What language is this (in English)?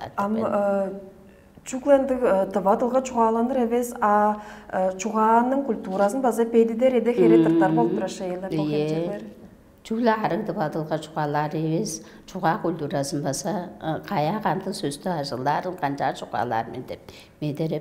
Tuvinian